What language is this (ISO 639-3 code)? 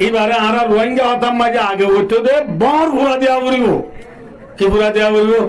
rhg